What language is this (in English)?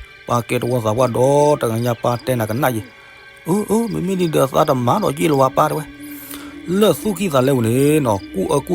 S'gaw Karen